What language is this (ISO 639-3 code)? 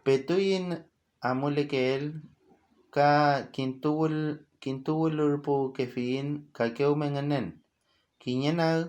arn